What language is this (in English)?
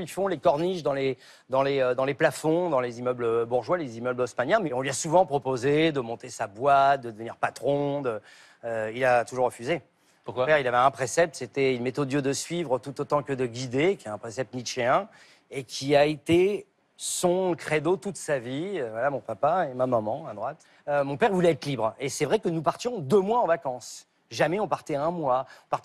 French